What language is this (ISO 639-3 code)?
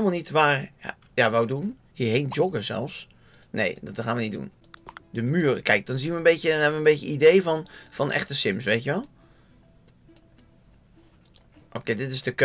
nld